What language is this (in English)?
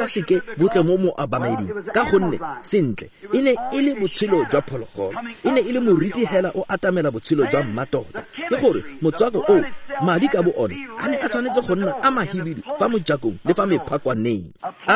Tswana